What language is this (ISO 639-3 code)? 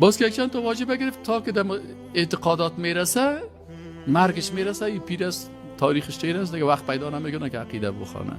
fas